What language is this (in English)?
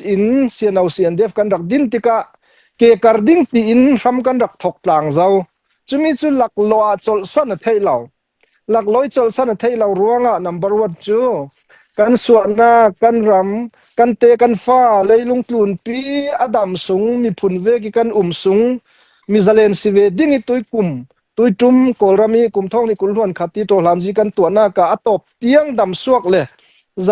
Falam Chin